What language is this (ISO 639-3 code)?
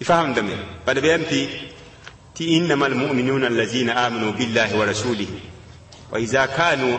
mos